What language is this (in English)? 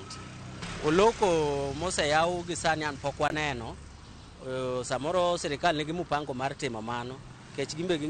Luo (Kenya and Tanzania)